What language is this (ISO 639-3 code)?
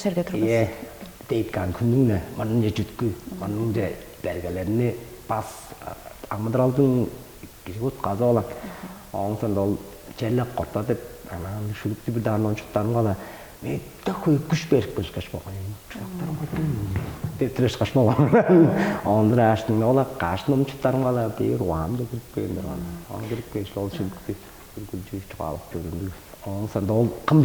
tyv